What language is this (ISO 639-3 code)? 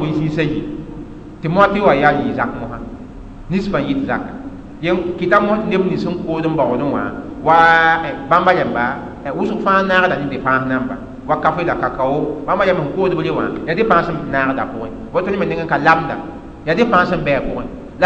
mos